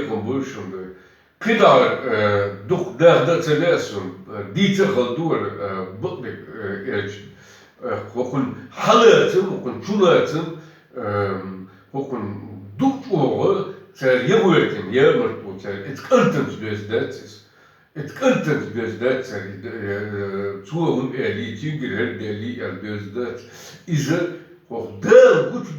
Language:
Chechen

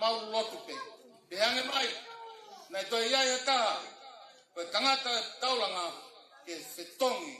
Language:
Tongan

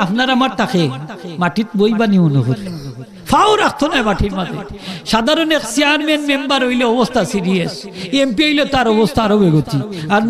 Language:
Sylheti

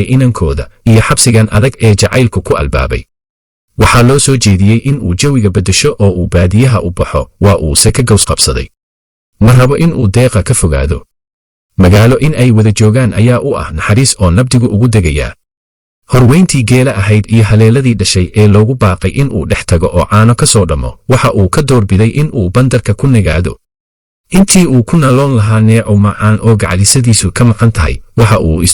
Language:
Somali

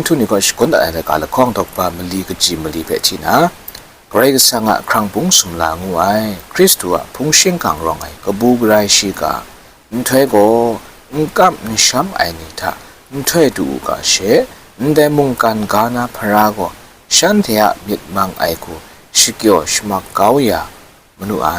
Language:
Kachin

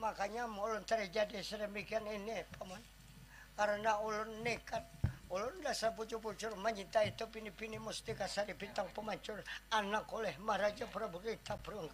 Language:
Banjar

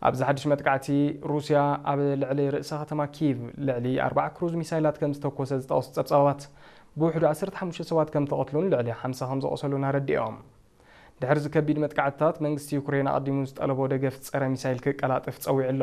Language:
Tigrinya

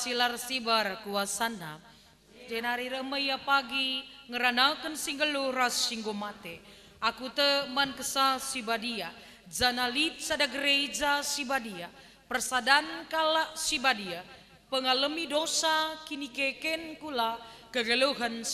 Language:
Batak Karo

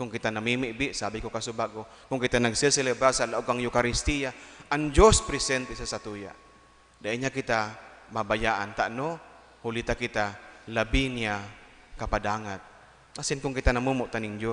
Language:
Bikol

